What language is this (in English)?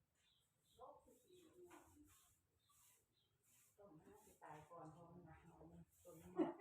Northeastern Thai